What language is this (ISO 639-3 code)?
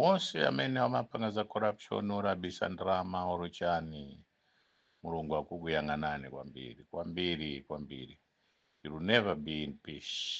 nya